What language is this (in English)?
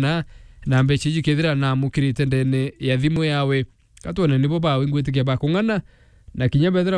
Meru